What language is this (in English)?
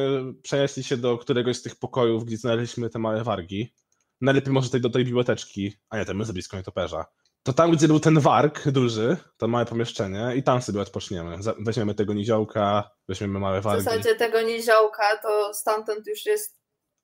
Polish